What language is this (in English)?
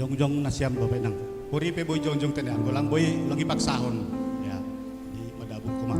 Batak Simalungun